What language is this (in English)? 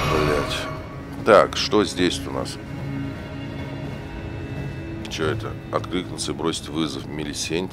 Russian